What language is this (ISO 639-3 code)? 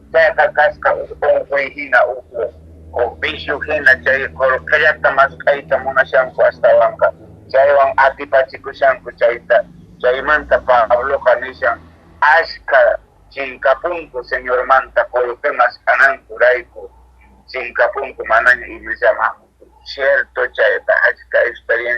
que